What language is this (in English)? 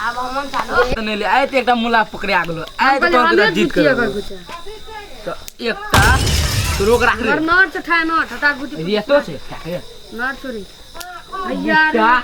Maithili